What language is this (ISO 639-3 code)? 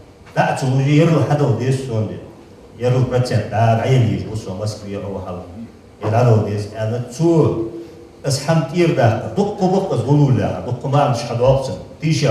inh